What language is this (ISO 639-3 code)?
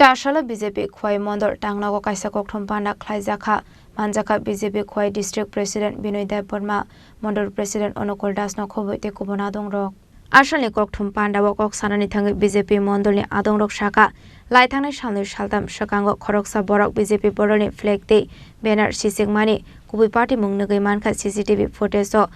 trp